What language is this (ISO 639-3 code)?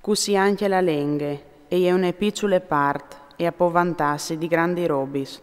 fur